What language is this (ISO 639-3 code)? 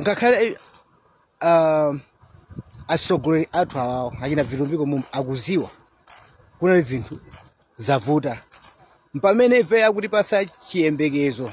nya